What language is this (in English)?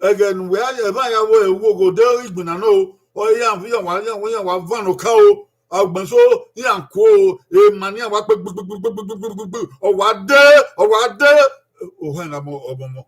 Bini